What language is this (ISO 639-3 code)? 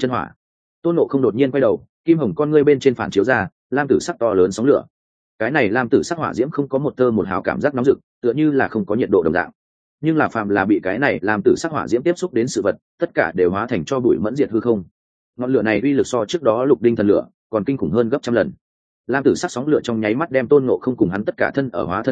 vie